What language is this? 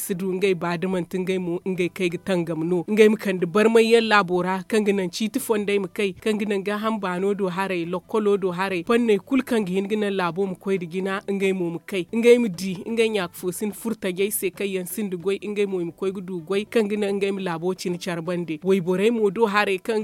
Zarma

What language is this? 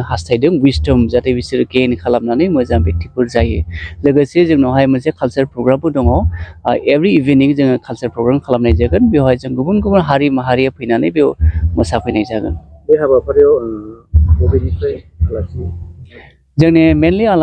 Bodo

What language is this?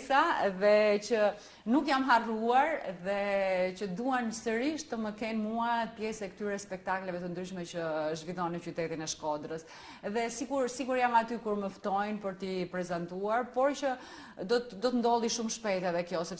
Albanian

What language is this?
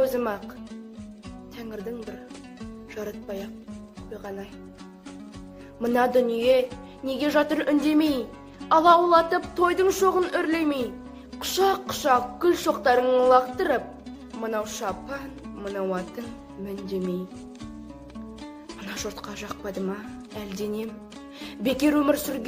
Kazakh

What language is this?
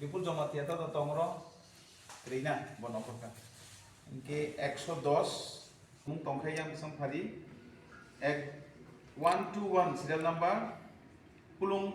Kok Borok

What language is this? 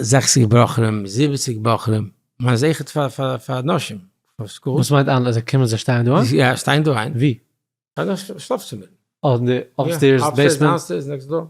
Yiddish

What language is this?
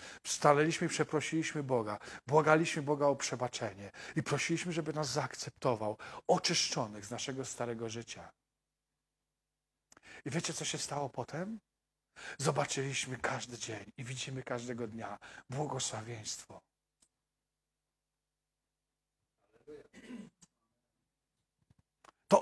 Polish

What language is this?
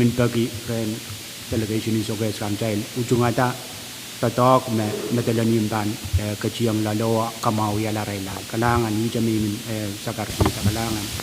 Pohnpeian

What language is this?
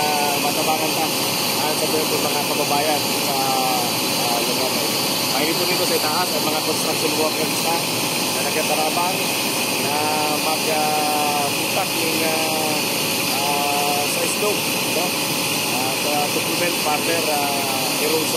Bikol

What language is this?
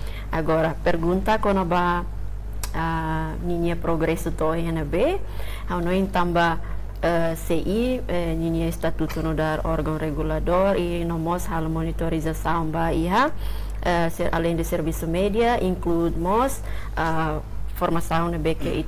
Tetum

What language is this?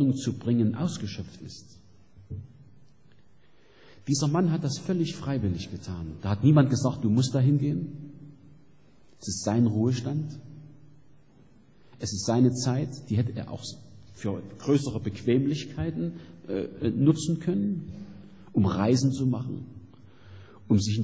German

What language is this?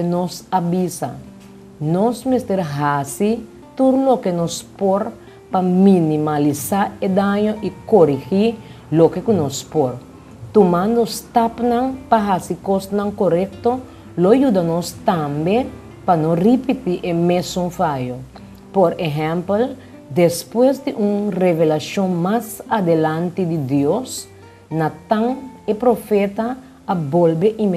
Papiamento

